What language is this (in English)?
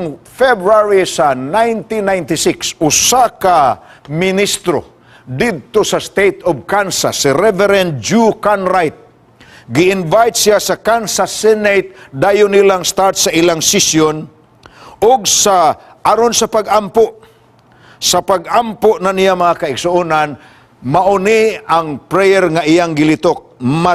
Cebuano